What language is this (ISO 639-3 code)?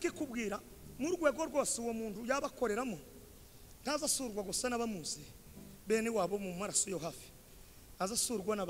kin